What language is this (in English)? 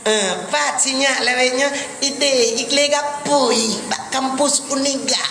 Achinese